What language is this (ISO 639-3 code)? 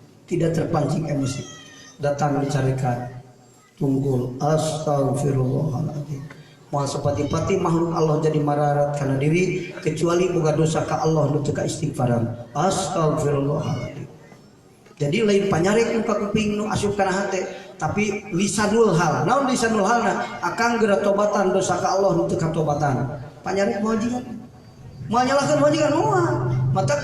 sun